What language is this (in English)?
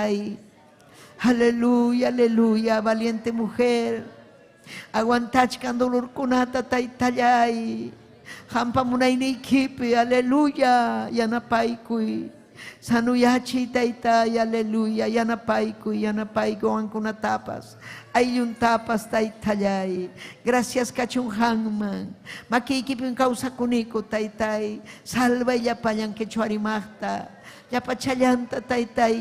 Ayacucho Quechua